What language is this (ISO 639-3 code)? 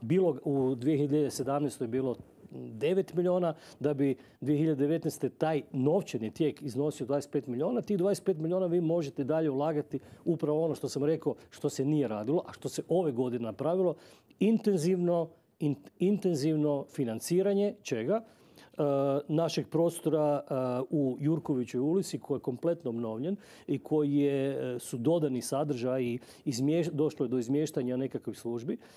hrv